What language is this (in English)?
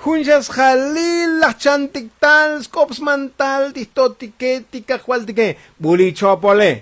Tzotzil